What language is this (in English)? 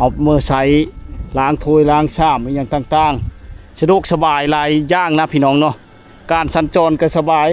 Lao